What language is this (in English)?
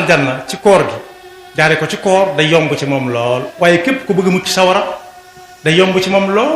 Wolof